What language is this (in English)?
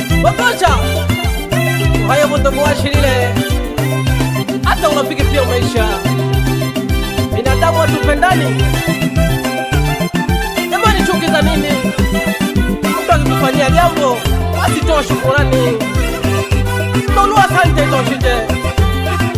Swahili